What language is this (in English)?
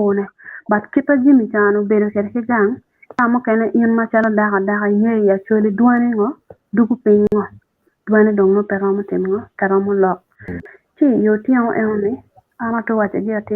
Acoli